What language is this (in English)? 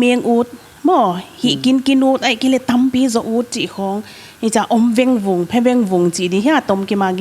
Paite Chin